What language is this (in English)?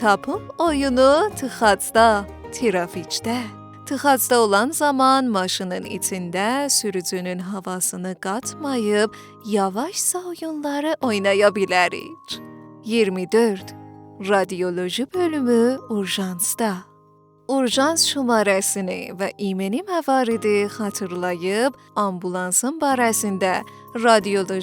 South Azerbaijani